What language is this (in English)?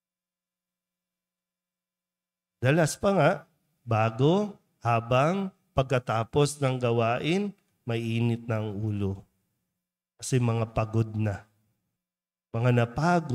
Filipino